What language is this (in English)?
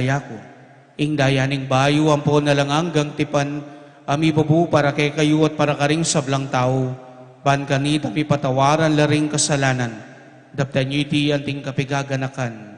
Pampanga